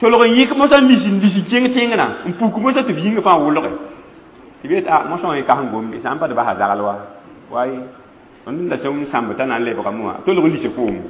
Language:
Mossi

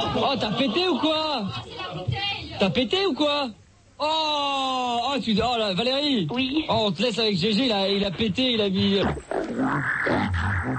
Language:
French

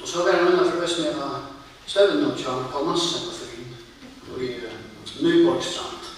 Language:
Faroese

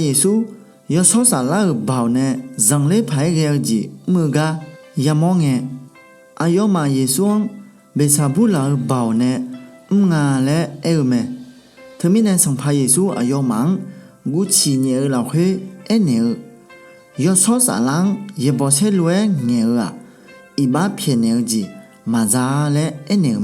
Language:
Akha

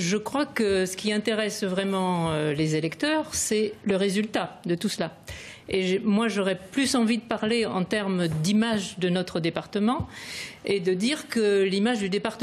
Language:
French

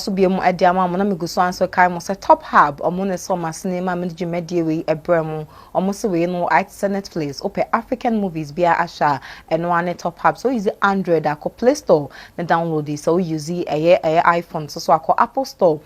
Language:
Akan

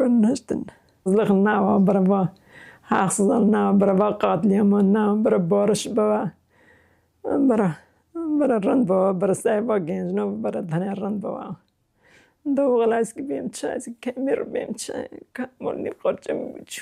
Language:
Kurdish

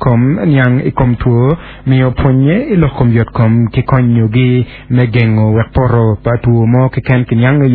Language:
Acoli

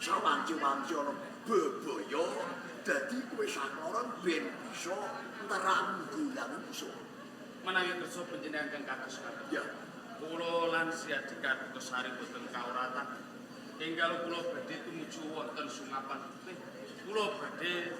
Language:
Javanese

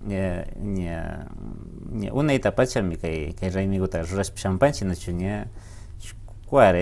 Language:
Imbabura Highland Quichua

